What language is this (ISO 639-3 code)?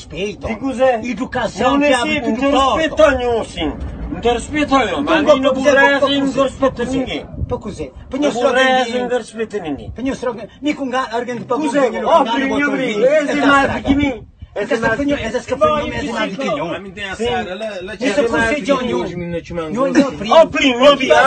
kea